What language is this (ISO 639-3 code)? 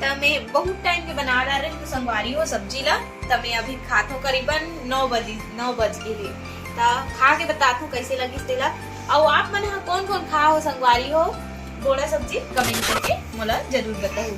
hne